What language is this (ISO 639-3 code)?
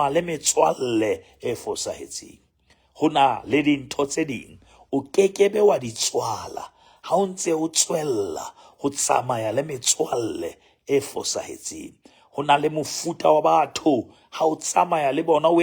sot